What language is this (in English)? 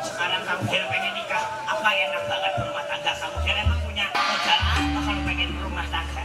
Betawi